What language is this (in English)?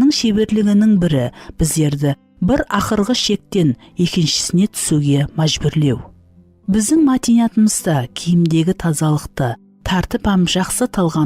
Kara-Kalpak